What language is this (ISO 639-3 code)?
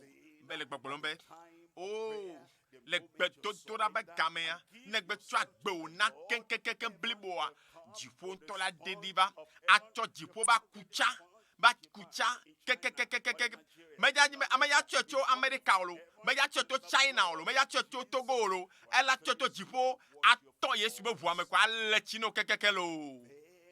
ewe